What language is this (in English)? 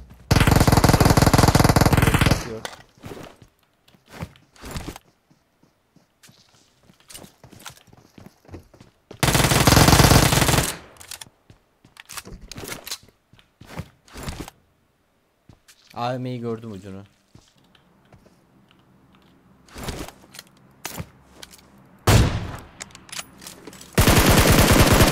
Turkish